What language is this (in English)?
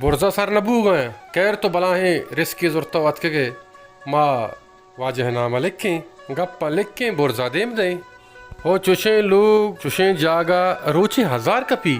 Baluchi